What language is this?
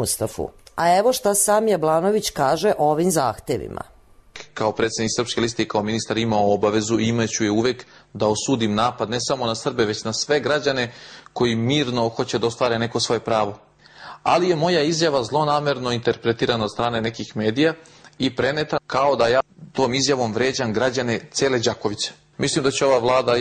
Serbian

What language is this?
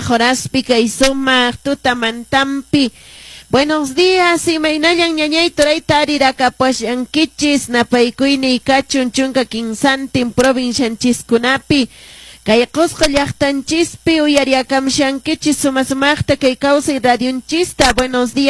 Quechua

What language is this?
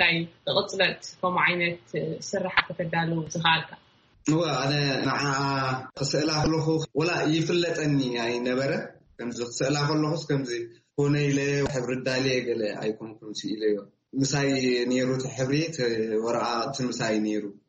Tigrinya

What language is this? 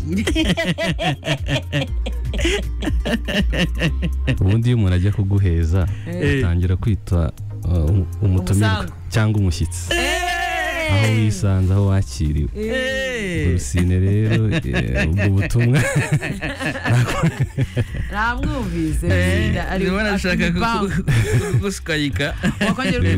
Kinyarwanda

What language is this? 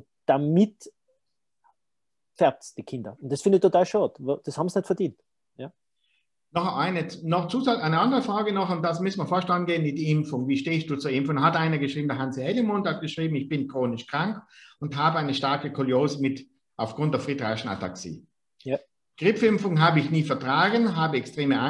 German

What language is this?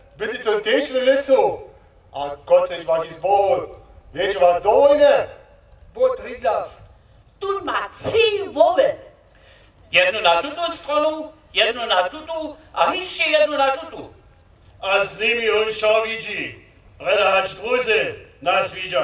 Upper Sorbian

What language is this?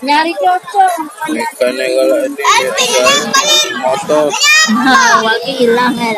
Musi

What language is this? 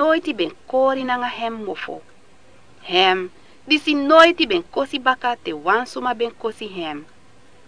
Sranan Tongo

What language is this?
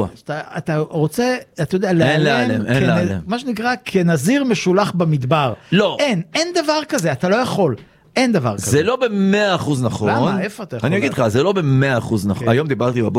Hebrew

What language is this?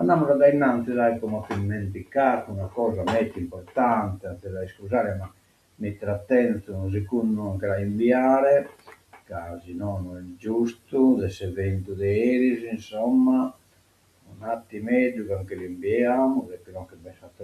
Sardinian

